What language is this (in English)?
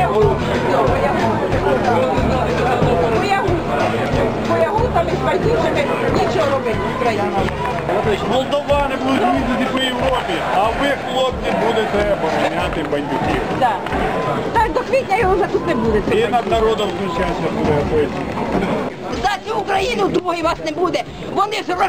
Ukrainian